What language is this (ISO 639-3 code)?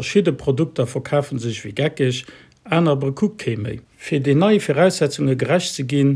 ltz